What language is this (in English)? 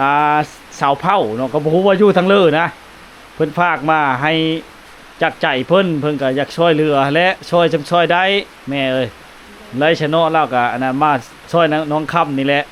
Lao